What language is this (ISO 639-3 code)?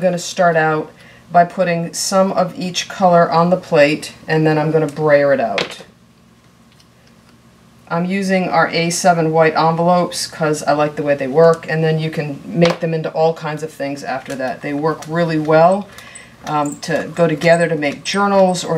eng